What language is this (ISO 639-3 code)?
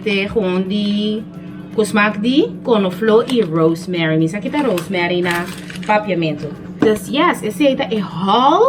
pap